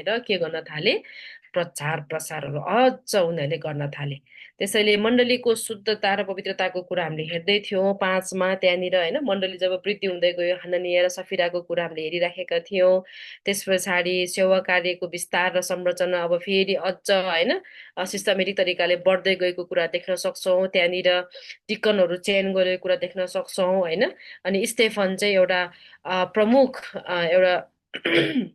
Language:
Nepali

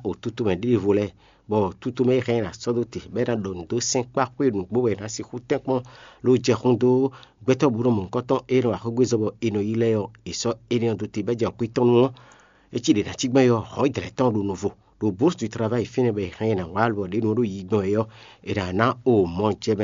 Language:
Fon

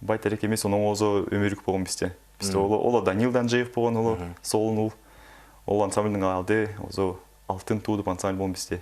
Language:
Southern Altai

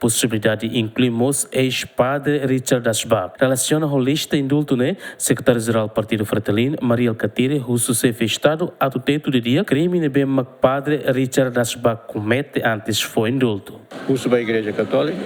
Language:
Tetum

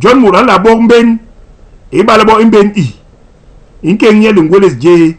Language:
Basaa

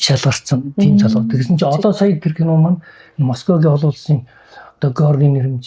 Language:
Mongolian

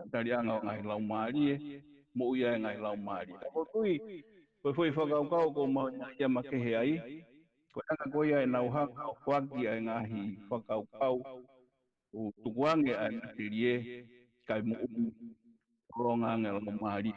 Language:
Tongan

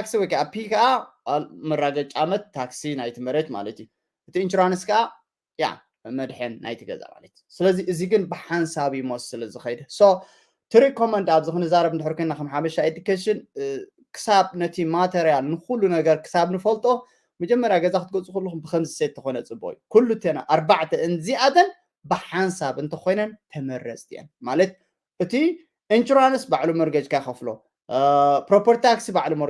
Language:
Tigrinya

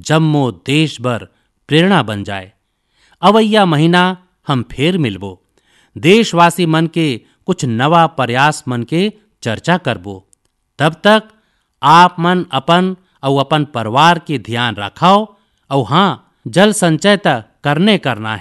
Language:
Chhattisgarhi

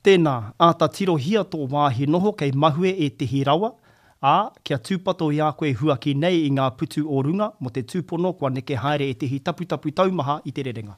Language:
Māori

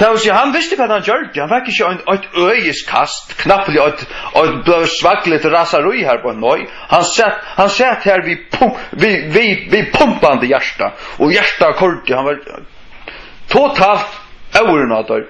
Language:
Faroese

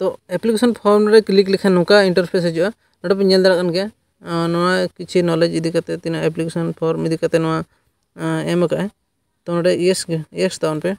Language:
Santali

